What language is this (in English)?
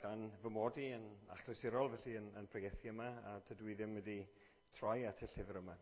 Welsh